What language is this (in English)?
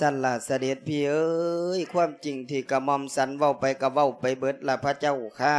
Lao